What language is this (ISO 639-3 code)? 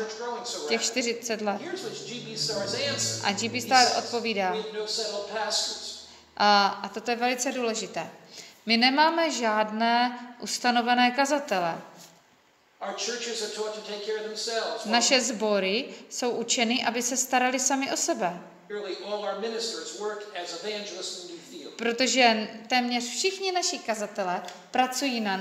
ces